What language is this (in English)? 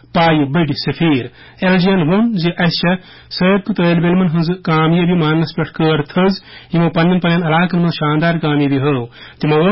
Kashmiri